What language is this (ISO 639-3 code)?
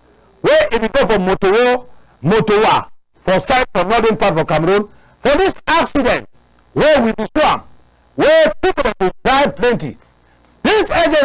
wes